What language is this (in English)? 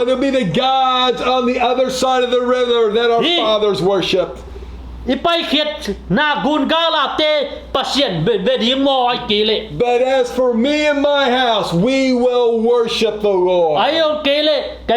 Tedim Chin